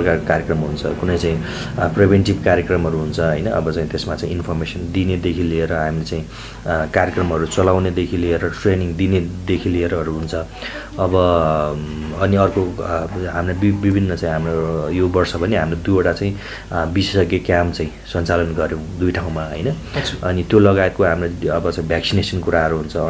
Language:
Nepali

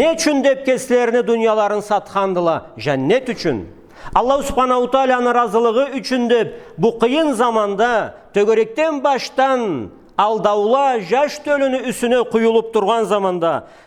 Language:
Karachay-Balkar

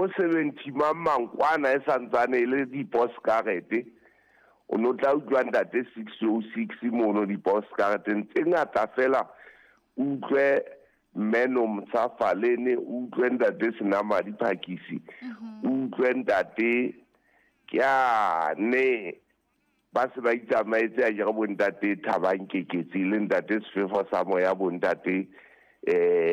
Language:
Southern Sotho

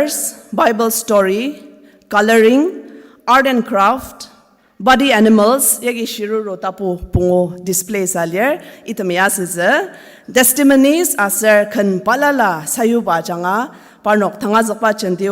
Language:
Ao Naga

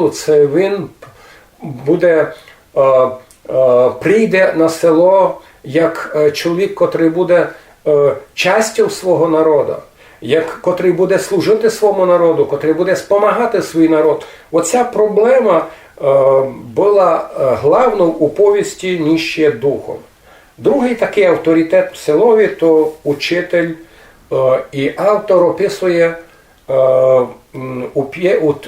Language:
Rusyn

